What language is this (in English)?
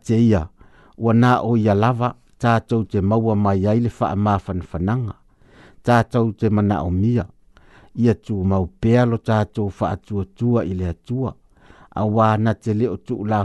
Samoan